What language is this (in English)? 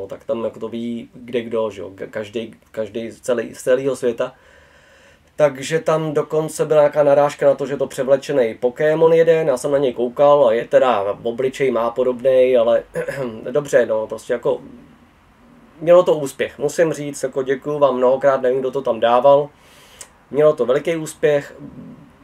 Czech